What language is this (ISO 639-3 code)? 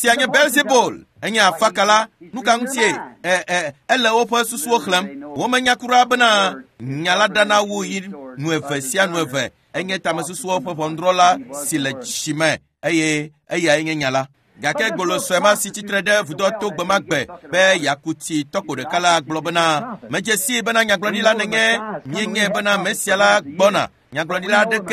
ewe